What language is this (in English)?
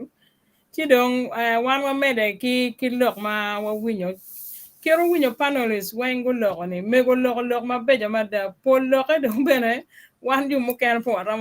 Acoli